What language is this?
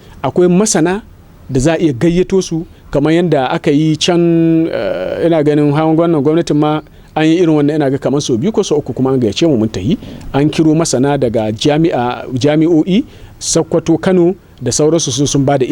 Hausa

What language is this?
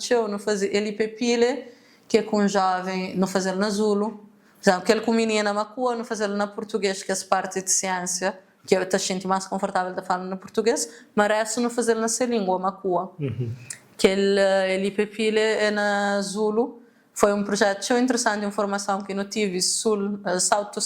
Kabuverdianu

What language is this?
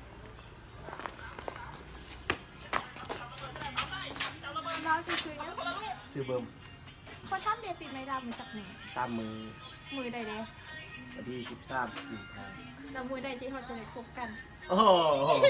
Lao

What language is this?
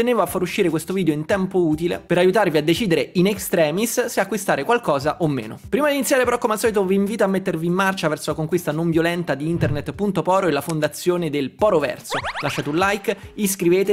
Italian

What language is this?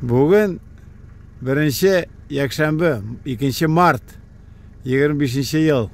Tatar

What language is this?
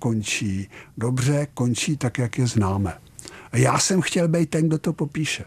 Czech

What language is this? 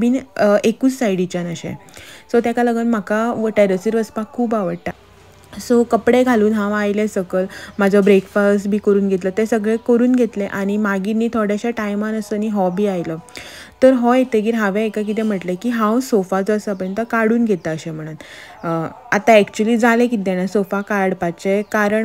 Konkani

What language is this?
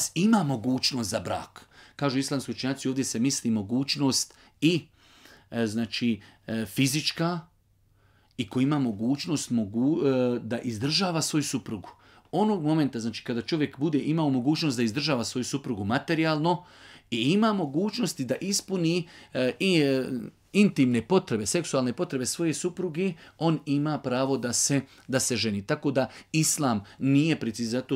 Bosnian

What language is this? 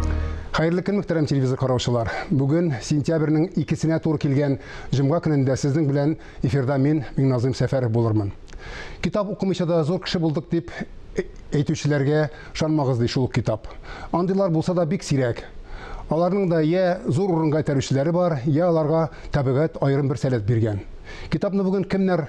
Tatar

